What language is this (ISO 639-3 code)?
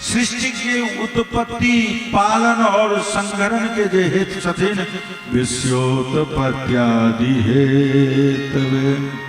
mai